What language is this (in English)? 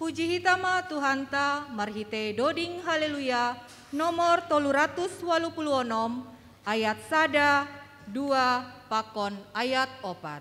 Batak Simalungun